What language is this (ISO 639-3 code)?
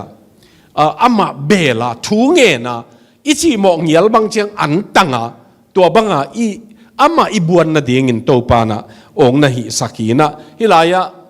ctd